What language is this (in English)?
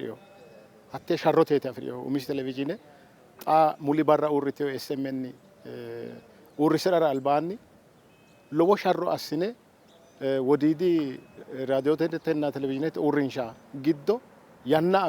Sidamo